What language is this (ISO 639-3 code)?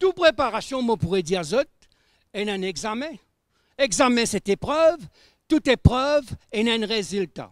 mfe